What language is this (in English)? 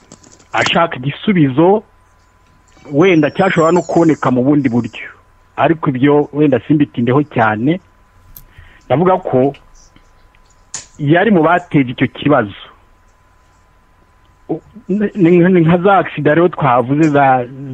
Kinyarwanda